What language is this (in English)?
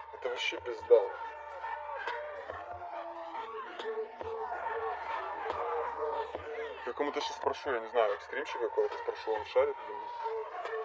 Russian